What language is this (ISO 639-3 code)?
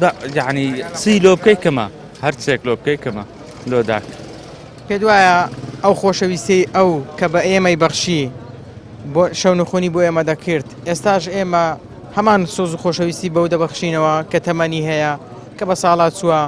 ckb